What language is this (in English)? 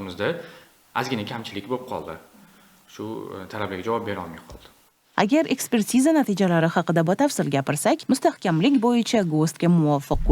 Uzbek